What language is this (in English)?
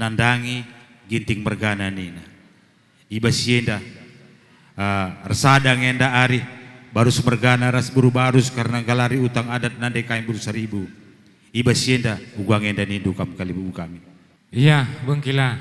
Batak Karo